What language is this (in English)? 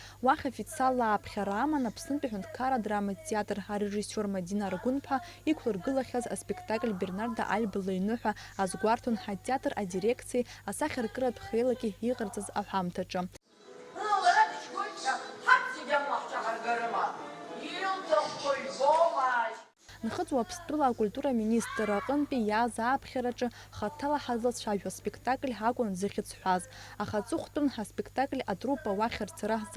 Abkhazian